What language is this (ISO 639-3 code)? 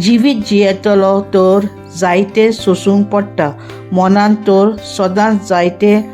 kok